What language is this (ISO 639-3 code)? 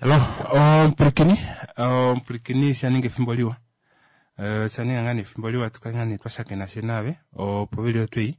kua